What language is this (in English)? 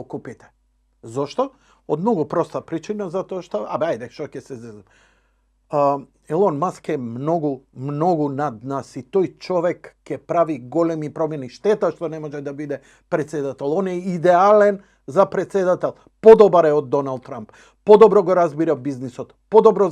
Macedonian